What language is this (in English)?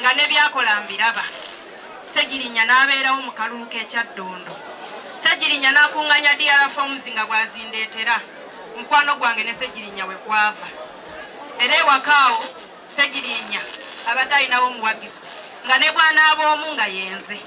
Ganda